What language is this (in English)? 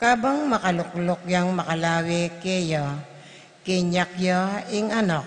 Pampanga